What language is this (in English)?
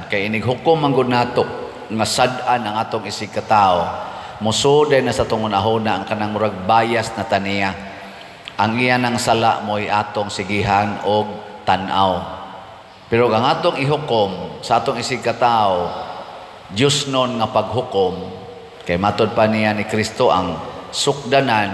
Cebuano